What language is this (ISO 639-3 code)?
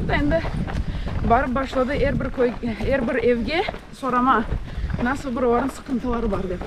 crh